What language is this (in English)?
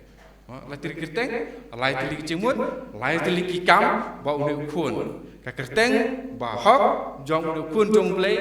Khasi